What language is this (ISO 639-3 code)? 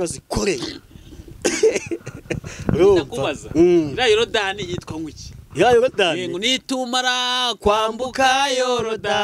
kin